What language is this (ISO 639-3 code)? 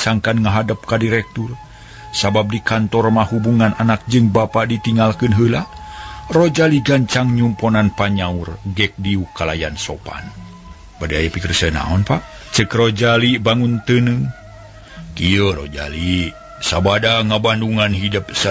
sun